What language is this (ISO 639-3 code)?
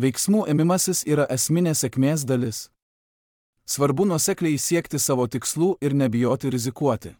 lit